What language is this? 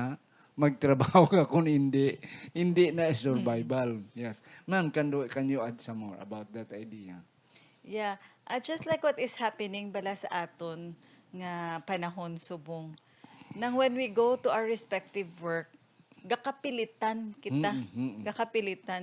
Hiligaynon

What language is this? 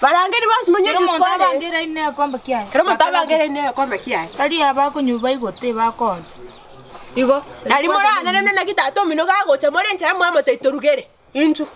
Gusii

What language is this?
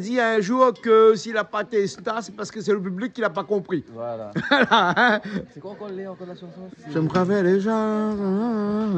Réunion Creole French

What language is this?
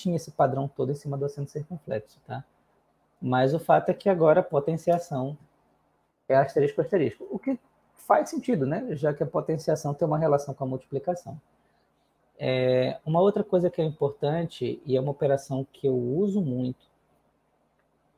Portuguese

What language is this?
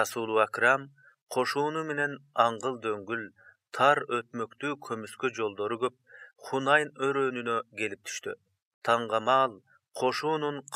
Kyrgyz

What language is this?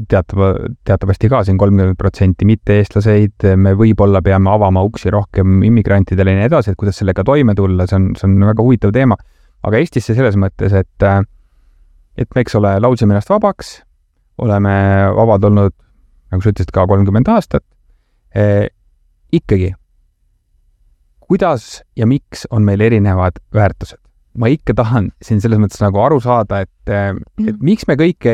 Estonian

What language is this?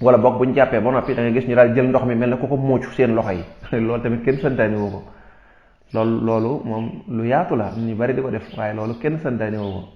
Wolof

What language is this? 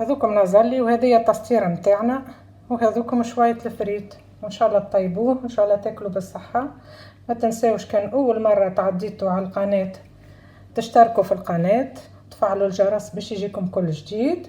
Tunisian Arabic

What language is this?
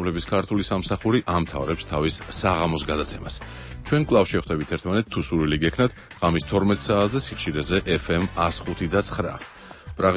Georgian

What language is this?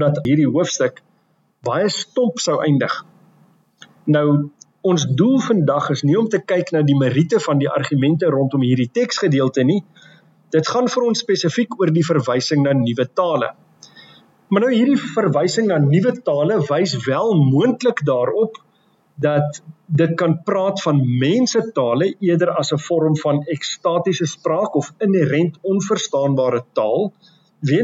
Afrikaans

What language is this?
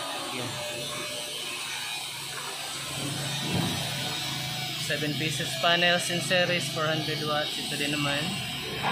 Filipino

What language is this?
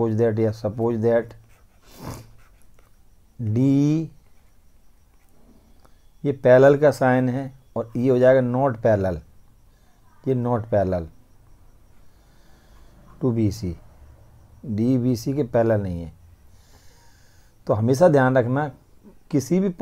Hindi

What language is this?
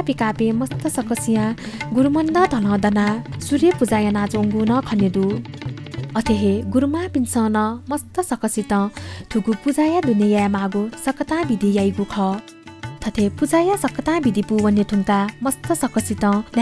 Newari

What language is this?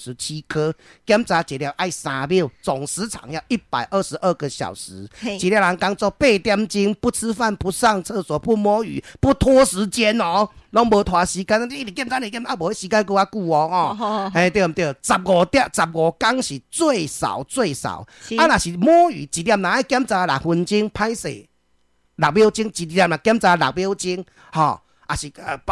Min Nan Chinese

